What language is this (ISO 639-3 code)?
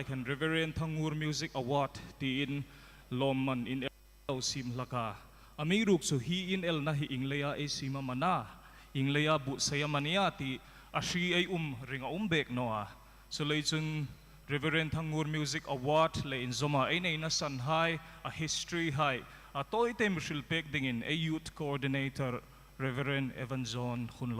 hmr